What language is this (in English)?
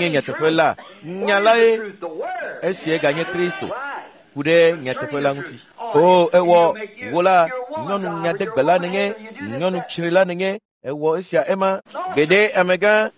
Ewe